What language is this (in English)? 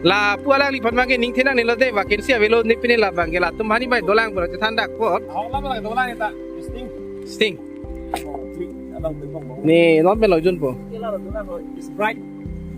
Karbi